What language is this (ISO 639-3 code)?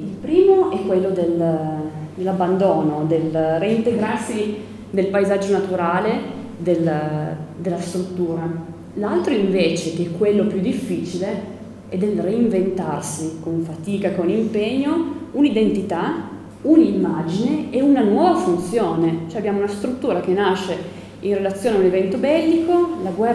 ita